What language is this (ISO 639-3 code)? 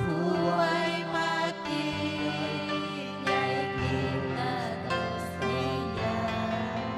quy